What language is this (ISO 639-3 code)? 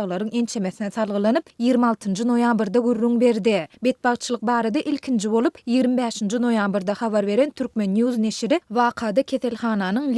tuk